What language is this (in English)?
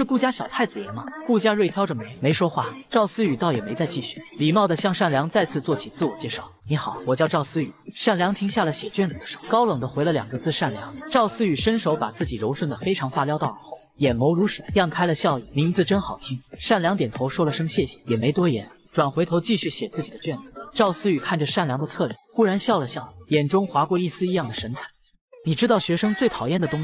Chinese